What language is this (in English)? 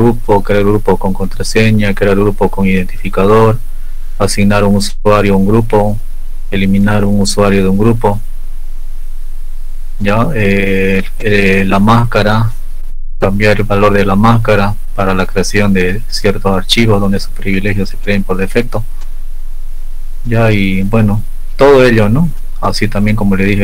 Spanish